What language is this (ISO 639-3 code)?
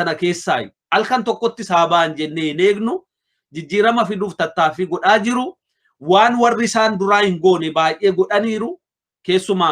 orm